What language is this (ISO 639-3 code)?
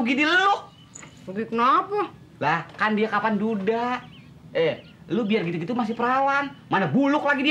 bew